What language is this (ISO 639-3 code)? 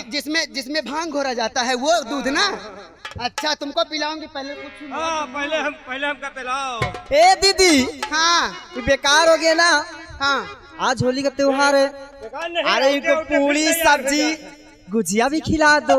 bho